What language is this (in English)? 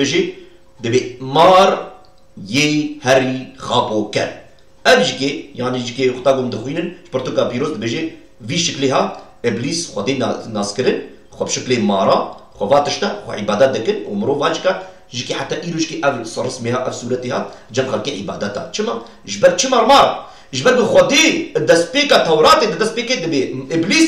Kurdish